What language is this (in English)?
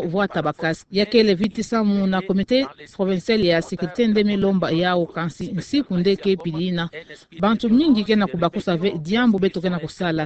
Kituba (Democratic Republic of Congo)